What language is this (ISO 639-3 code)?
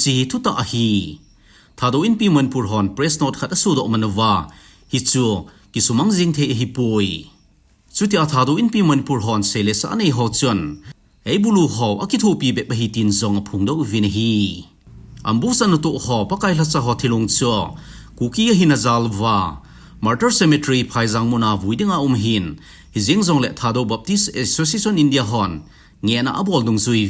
tcz